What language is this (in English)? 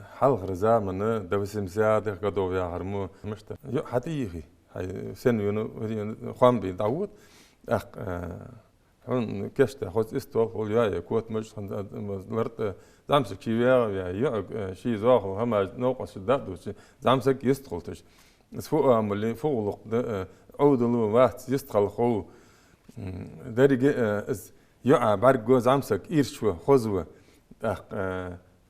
Ingush